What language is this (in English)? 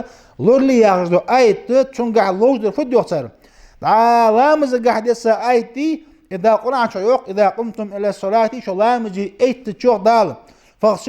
Ingush